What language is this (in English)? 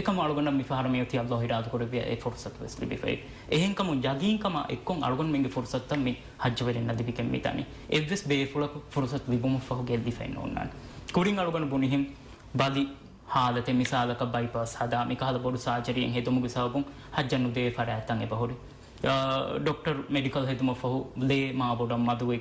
Divehi